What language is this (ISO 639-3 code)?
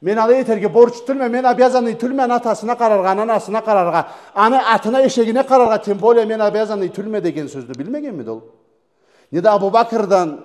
krc